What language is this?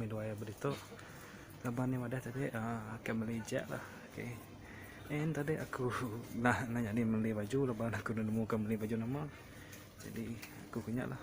Iban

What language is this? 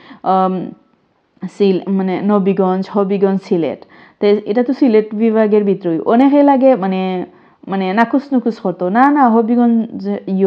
Sylheti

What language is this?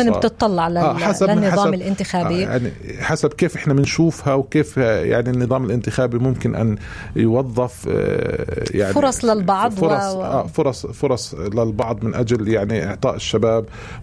North Levantine Arabic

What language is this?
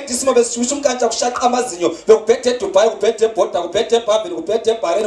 Zulu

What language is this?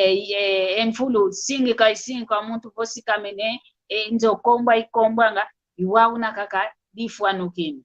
San Salvador Kongo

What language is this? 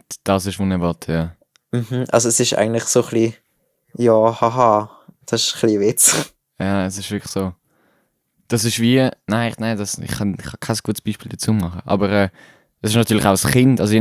Swiss German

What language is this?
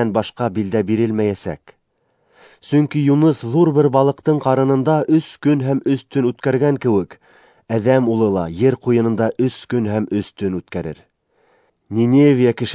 Bashkir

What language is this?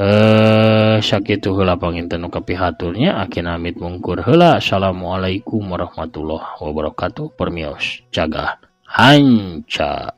Sundanese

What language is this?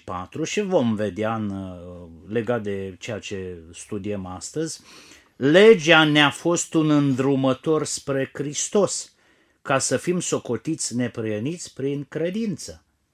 Romanian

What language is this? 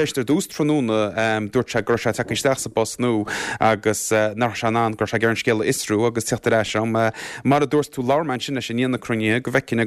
Irish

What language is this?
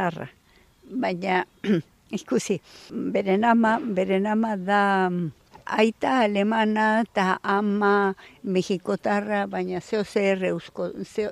Basque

